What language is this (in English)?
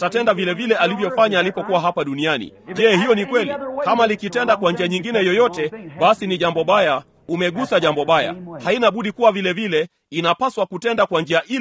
Swahili